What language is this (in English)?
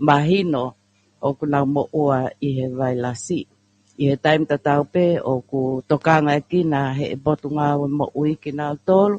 Tongan